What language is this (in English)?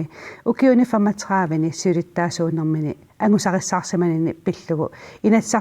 Kalaallisut